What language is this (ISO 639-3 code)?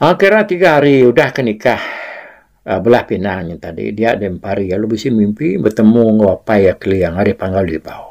iba